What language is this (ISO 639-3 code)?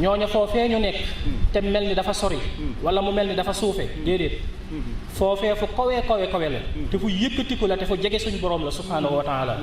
wol